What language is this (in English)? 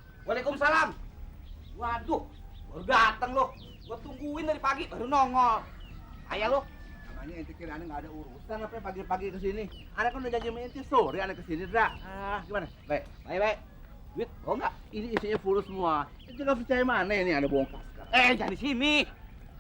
Betawi